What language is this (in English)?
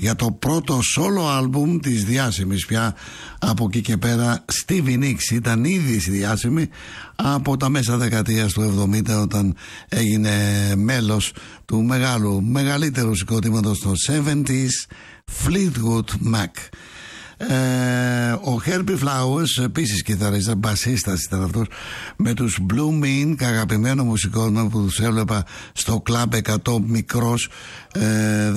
Greek